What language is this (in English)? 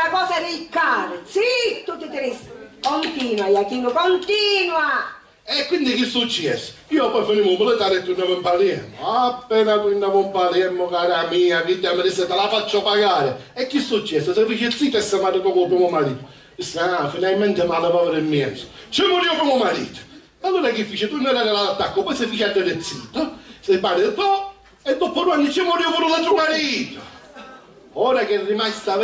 Sicilian